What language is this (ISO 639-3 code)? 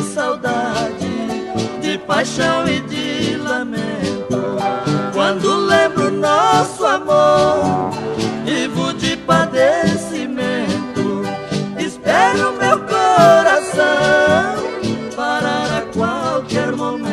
por